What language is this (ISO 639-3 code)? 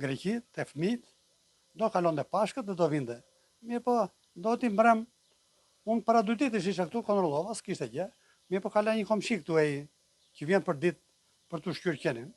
sqi